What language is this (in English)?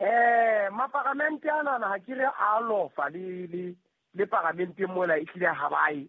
Southern Sotho